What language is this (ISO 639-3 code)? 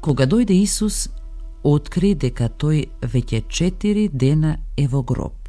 mkd